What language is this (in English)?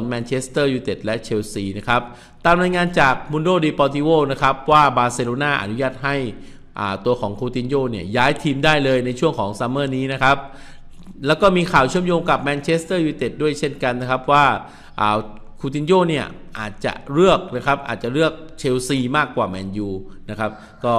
Thai